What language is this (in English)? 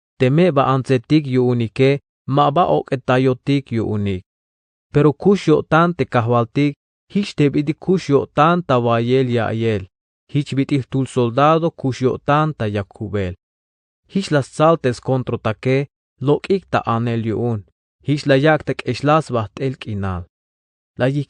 Tzeltal